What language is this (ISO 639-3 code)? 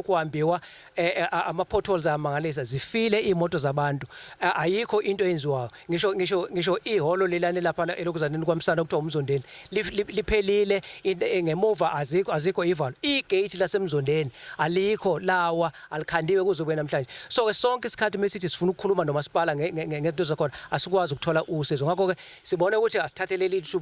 zul